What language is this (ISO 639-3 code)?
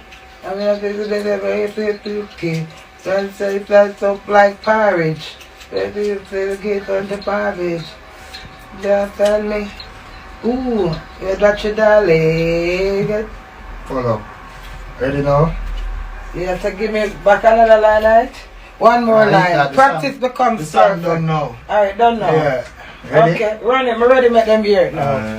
jam